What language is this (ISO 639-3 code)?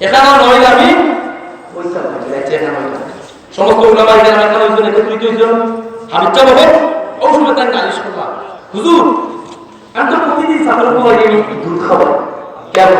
syl